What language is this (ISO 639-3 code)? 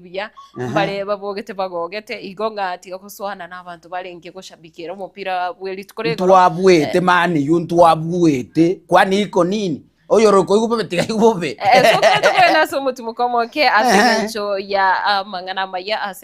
guz